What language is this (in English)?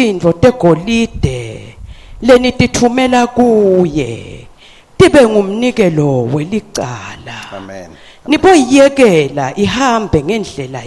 Swati